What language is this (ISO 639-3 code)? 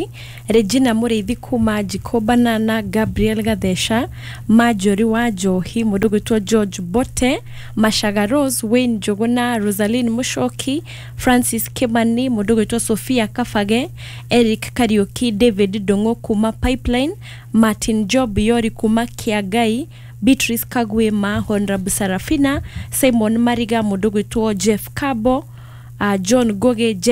kik